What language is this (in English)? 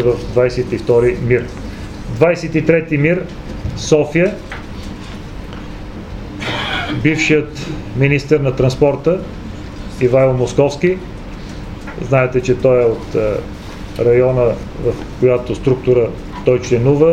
Bulgarian